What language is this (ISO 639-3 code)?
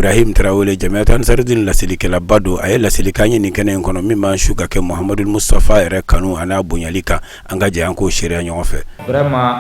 bam